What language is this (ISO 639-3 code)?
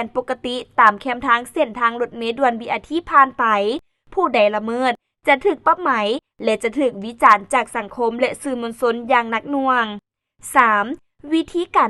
lao